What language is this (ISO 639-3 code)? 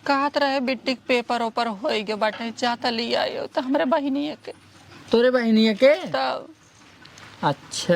awa